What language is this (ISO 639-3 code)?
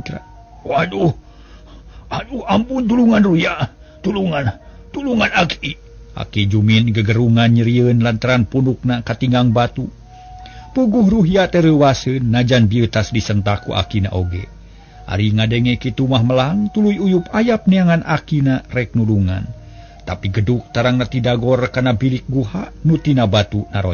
sun